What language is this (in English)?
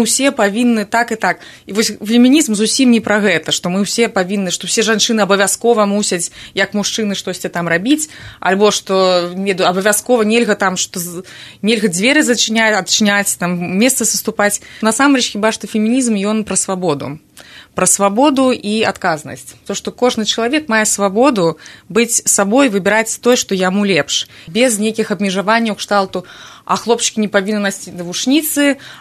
Belarusian